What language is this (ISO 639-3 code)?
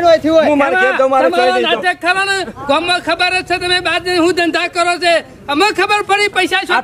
guj